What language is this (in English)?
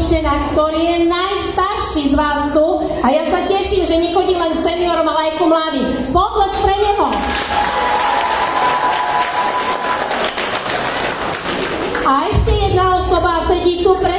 Slovak